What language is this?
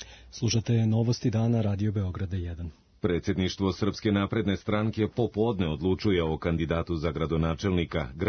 Serbian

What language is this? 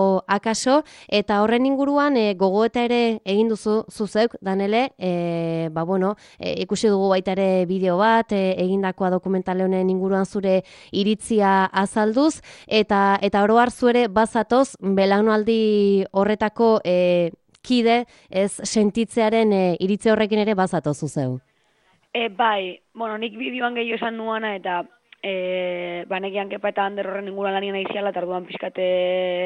Basque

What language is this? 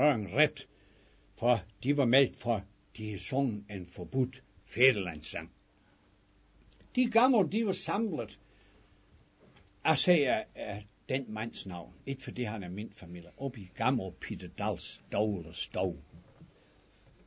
Danish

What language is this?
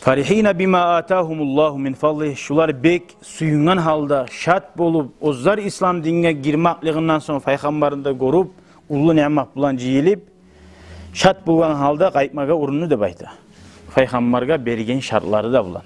Kumyk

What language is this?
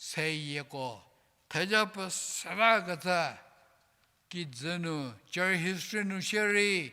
Angami Naga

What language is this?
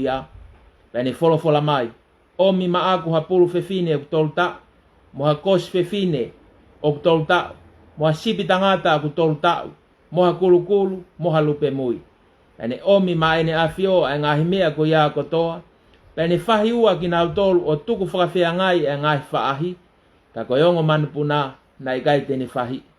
Tongan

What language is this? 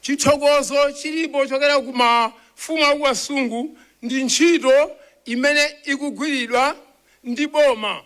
Nyanja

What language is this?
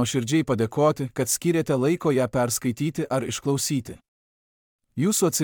Lithuanian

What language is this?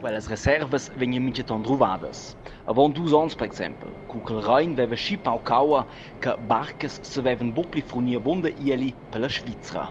Romansh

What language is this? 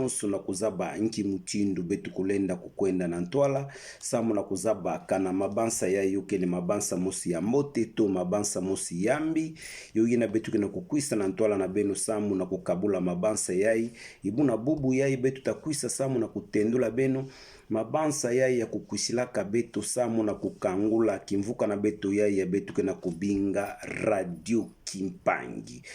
Kituba (Democratic Republic of Congo)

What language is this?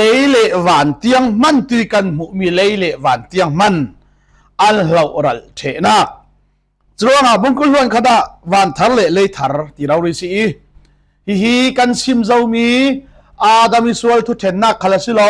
Falam Chin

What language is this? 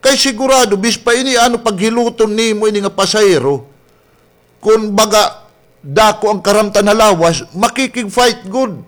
Waray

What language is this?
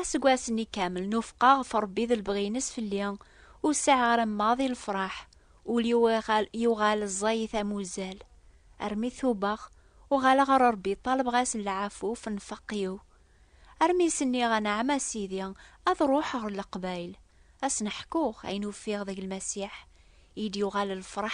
Kabyle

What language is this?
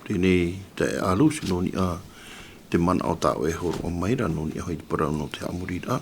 Tahitian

